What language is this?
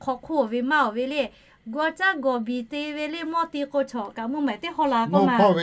Lahu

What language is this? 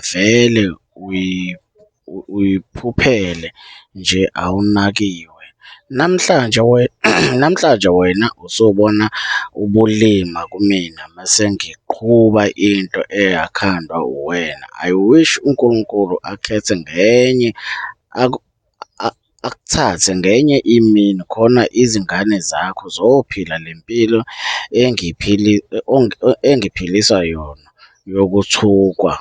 Zulu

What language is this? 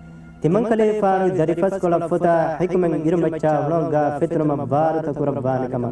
Divehi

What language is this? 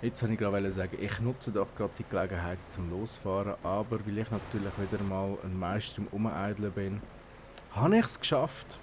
Swiss German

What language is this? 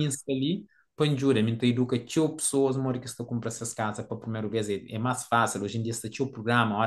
Kabuverdianu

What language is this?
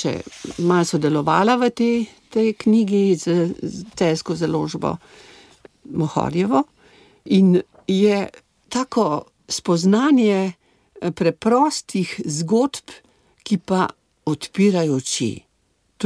Slovenian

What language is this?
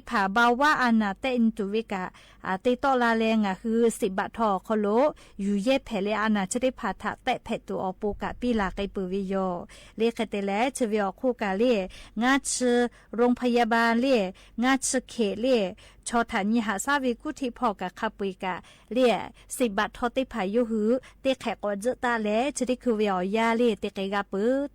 Lahu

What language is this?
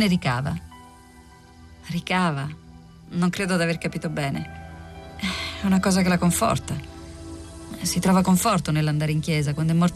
Italian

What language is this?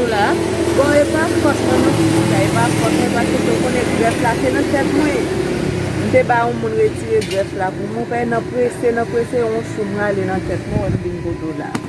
Haitian Creole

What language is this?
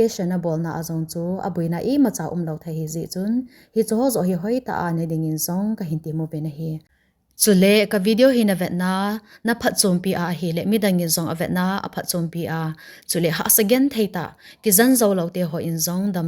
Thado Chin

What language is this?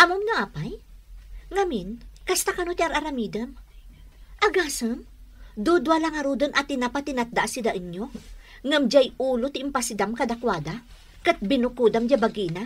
Iloko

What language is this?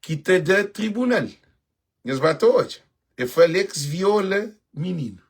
Kabuverdianu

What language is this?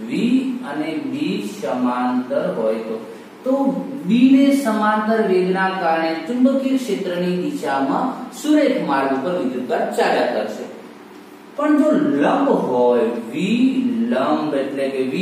Gujarati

